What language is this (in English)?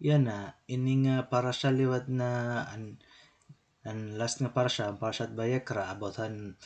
Waray